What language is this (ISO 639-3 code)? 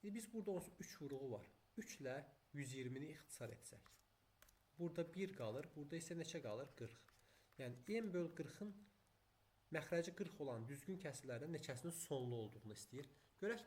aze